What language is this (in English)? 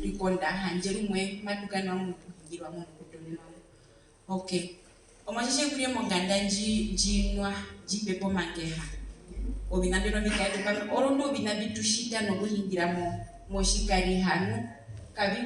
Herero